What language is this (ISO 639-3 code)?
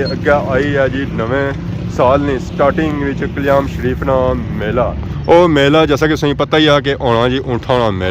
phr